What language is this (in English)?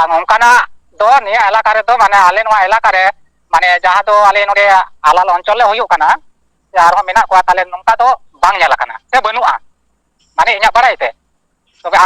Santali